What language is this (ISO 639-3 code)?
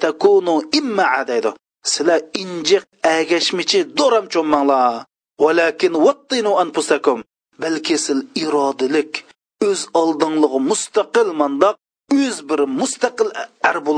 uig